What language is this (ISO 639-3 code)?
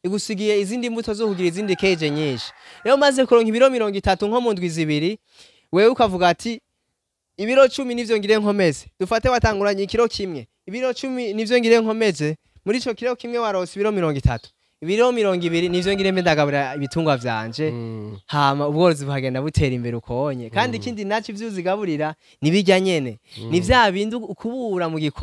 run